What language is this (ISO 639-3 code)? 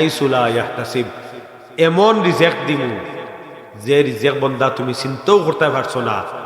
syl